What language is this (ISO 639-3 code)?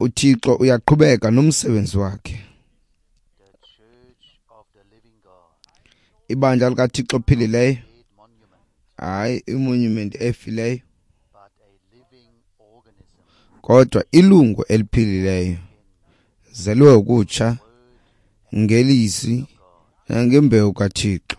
xho